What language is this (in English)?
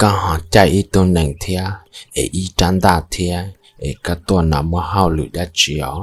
Hmong